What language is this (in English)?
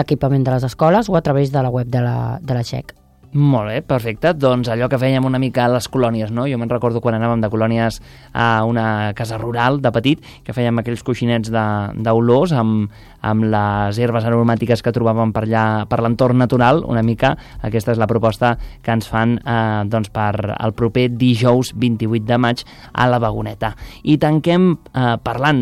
Catalan